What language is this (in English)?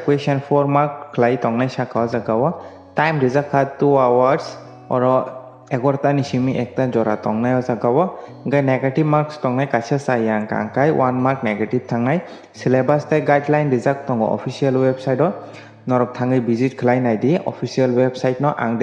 Kok Borok